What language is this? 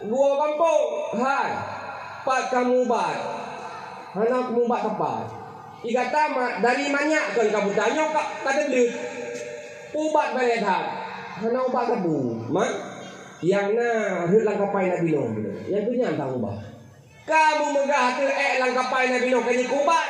Achinese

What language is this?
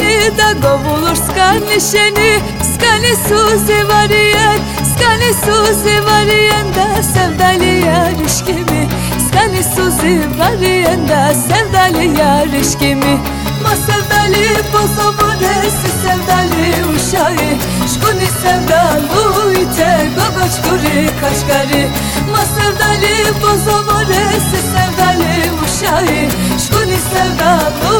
Turkish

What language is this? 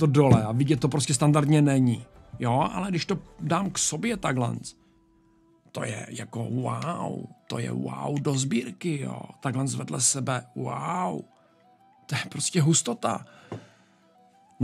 Czech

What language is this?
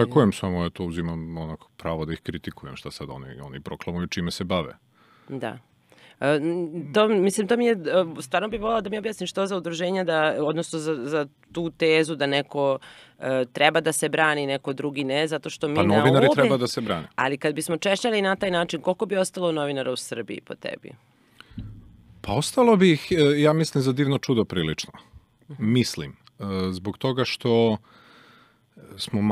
Serbian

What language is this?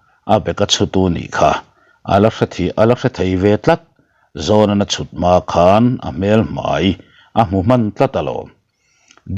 Mizo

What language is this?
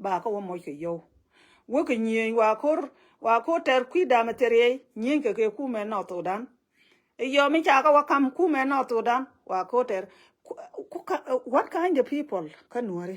Nuer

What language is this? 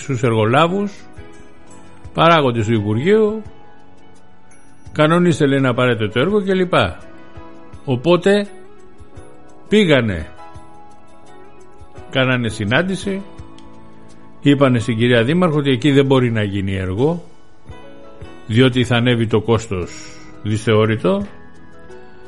Greek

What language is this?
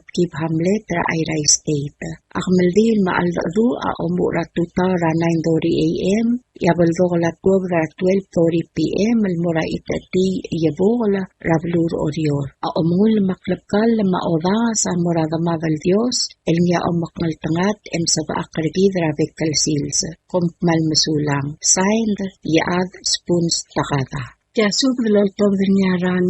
Palauan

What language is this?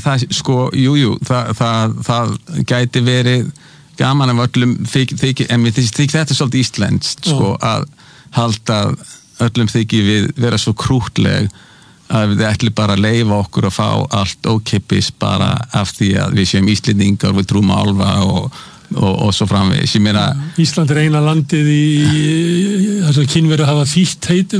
Icelandic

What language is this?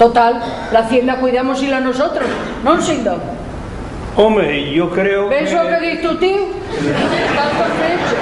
Asturian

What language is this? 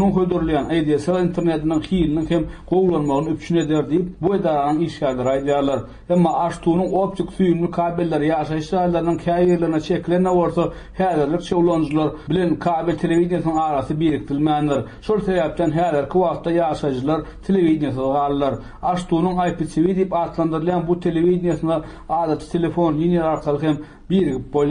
Turkmen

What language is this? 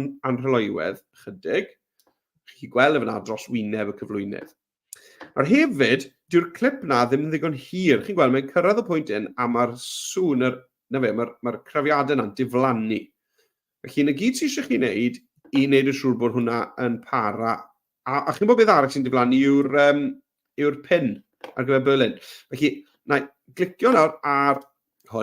Welsh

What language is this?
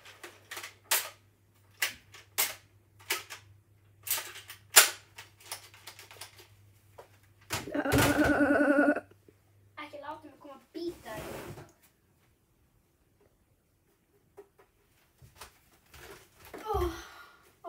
Icelandic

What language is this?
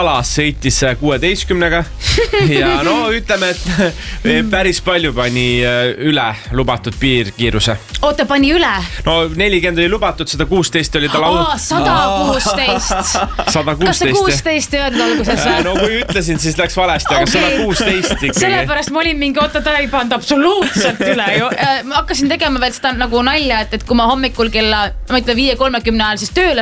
Estonian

